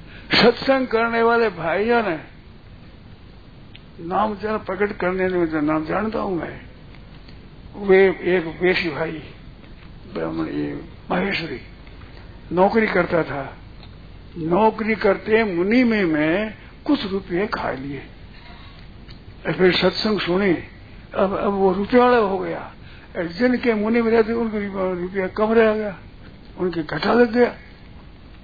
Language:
Hindi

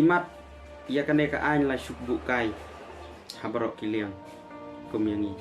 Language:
Khasi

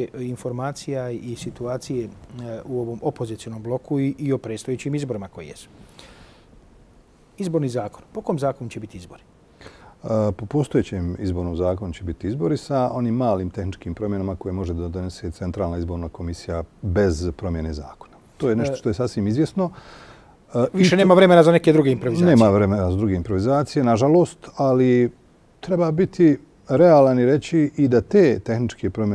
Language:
Bosnian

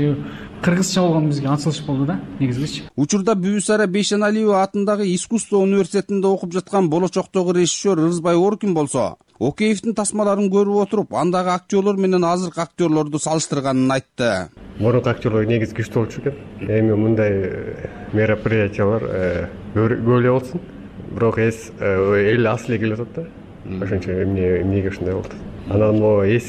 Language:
Kyrgyz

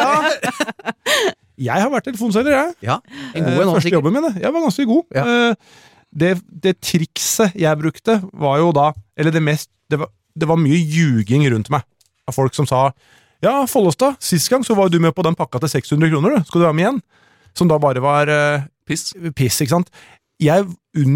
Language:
Norwegian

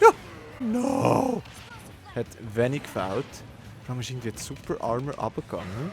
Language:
Swiss German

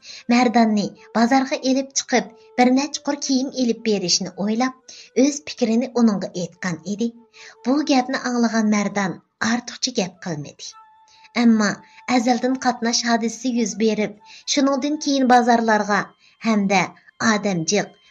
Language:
Uyghur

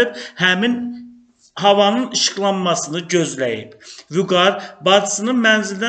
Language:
Azerbaijani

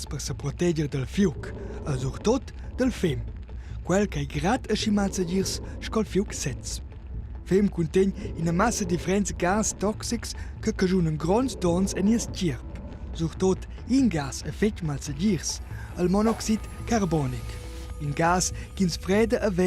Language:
Romansh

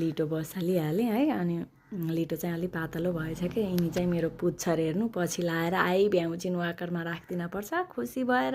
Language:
Nepali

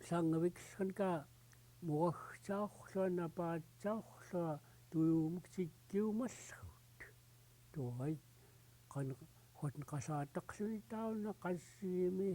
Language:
Central Yupik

